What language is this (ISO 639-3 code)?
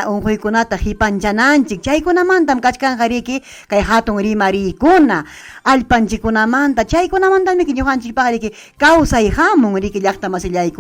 quy